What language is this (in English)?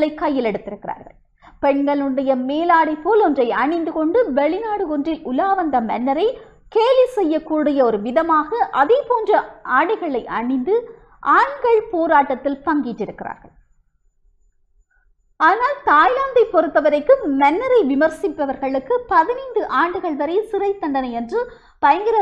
Tamil